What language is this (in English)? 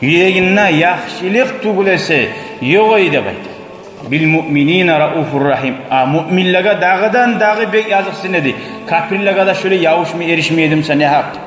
Kumyk